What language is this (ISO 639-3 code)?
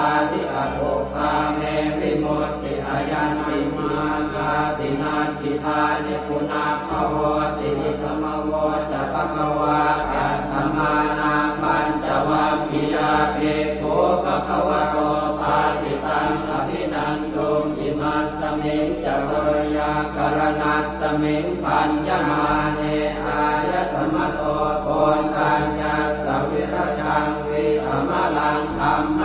pli